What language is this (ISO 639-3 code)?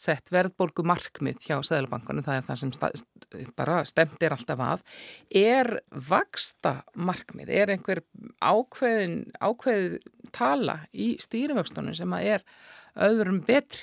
isl